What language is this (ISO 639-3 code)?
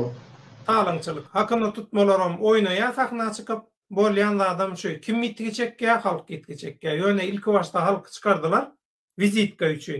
tuk